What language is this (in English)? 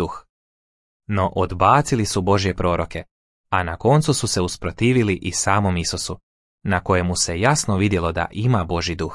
Croatian